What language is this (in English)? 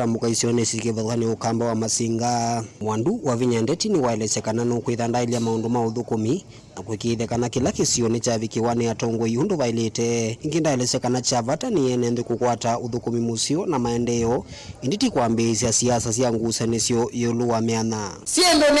Kamba